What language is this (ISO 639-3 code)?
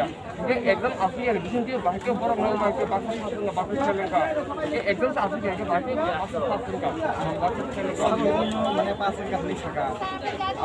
trp